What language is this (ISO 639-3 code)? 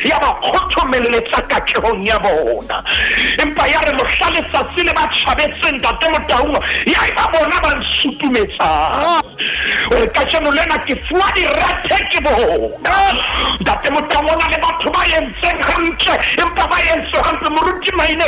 sot